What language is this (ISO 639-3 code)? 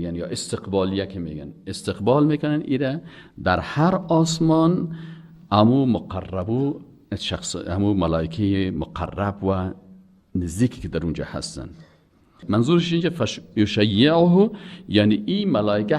fas